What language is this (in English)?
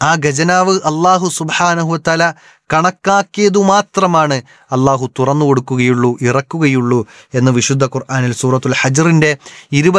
Malayalam